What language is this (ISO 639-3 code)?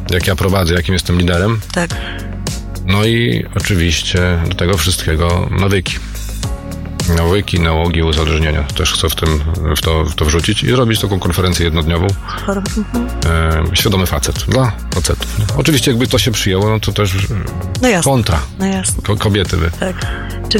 pol